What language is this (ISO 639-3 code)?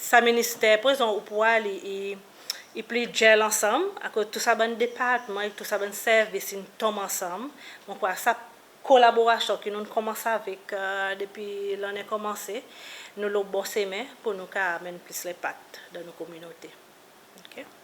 crs